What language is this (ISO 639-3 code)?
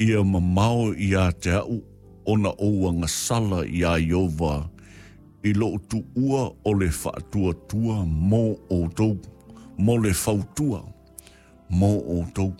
smo